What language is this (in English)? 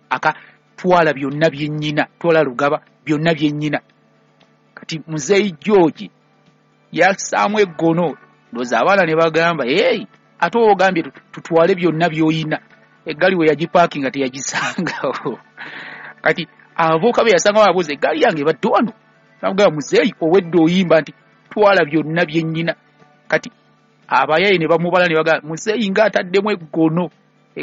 Ganda